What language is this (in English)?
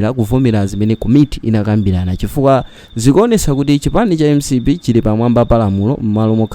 Nyanja